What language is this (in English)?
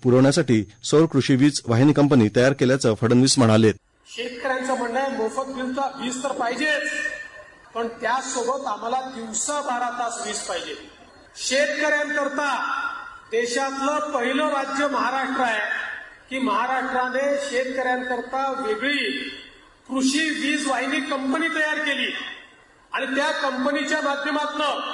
Marathi